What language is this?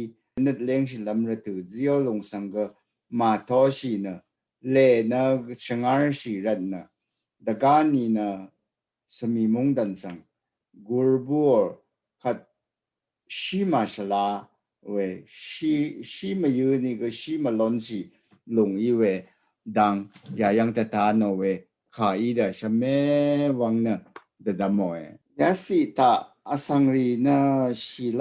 Rawang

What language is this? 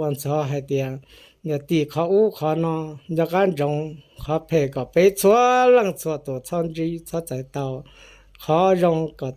Hmong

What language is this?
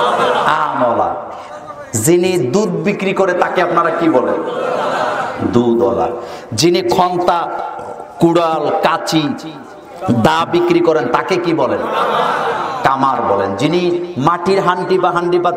Bangla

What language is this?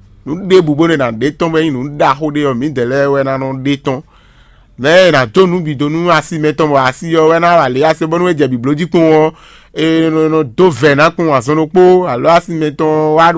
Fon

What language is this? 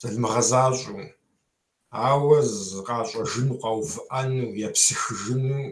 Kabardian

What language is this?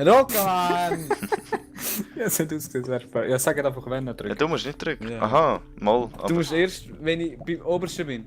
Swiss German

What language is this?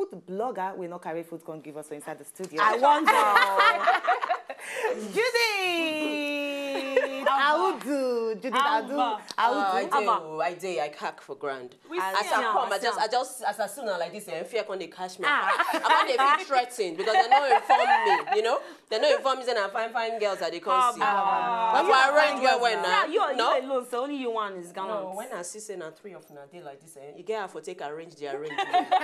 Nigerian Pidgin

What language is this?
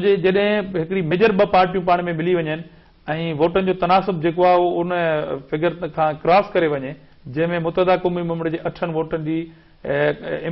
Sindhi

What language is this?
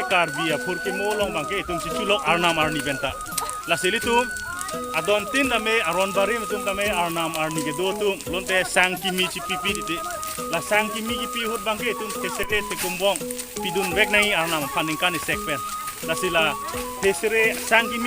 Karbi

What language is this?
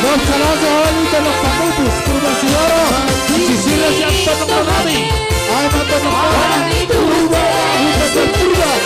Batak Simalungun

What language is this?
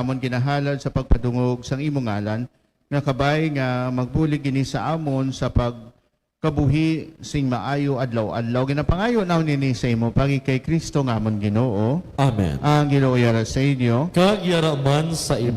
Hiligaynon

